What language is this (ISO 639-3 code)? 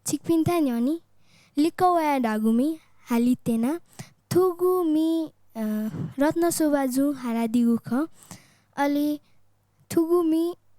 new